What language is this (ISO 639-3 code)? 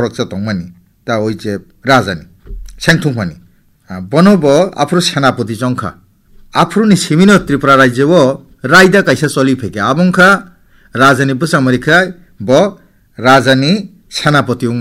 trp